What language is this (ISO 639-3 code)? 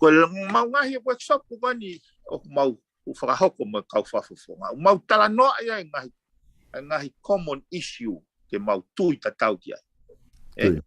ton